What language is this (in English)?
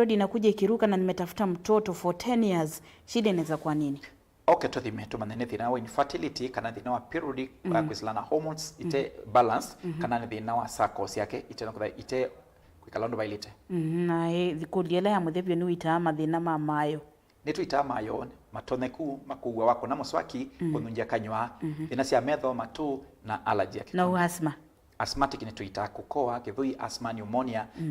Kamba